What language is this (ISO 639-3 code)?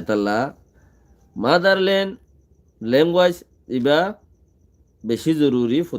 rhg